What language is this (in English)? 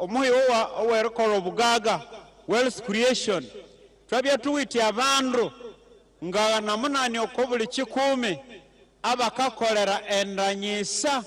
Nyankole